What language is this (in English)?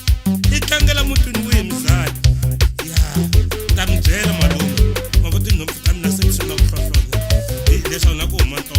Tsonga